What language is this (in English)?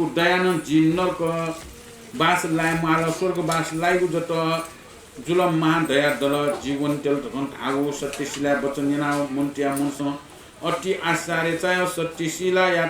Newari